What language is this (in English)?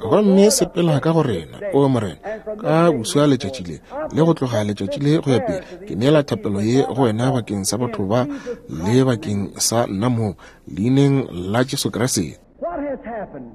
Northern Sotho